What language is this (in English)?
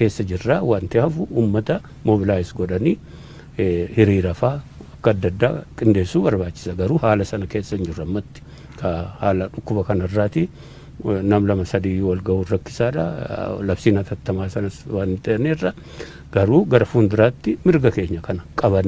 Oromo